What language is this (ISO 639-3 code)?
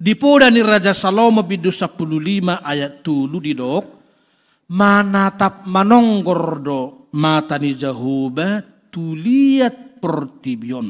bbc